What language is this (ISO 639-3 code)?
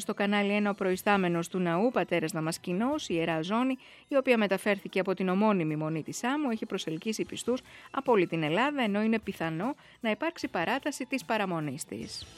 ell